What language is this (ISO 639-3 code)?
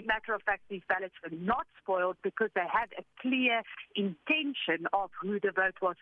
eng